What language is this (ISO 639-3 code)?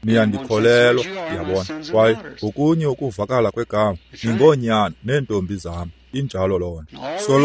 xho